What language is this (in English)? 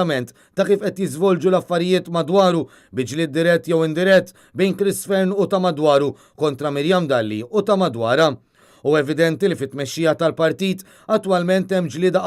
Maltese